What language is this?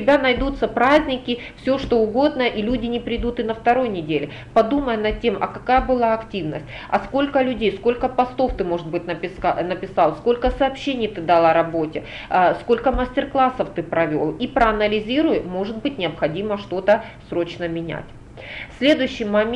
Russian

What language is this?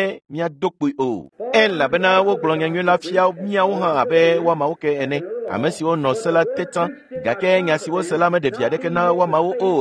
Ewe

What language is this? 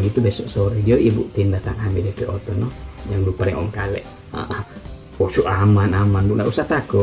Manado Malay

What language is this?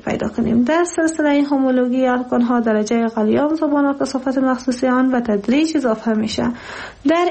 Persian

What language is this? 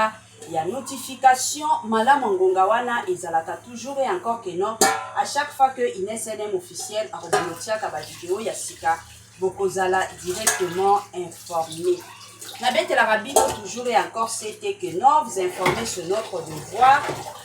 Lingala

